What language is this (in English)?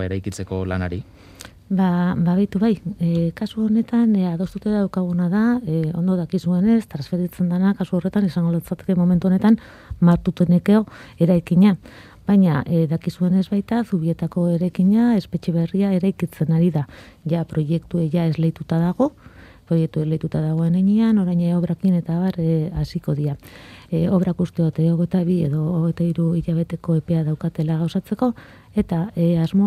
Basque